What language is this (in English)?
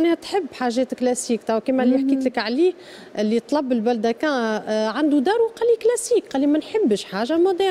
Tunisian Arabic